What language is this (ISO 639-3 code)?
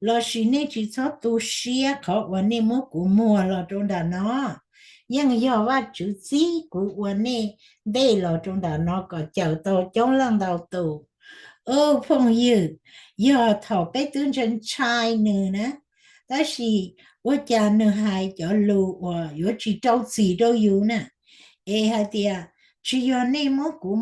hmn